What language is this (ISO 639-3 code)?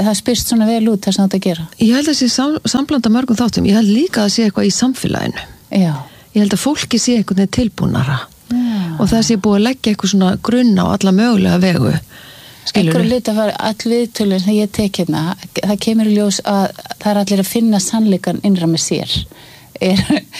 isl